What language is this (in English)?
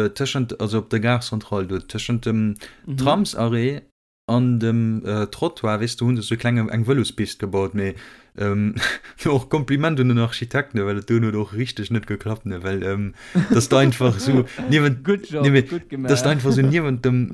Luxembourgish